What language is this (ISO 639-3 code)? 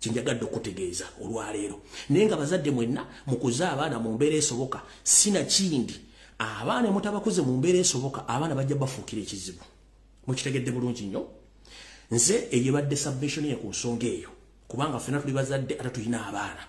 lug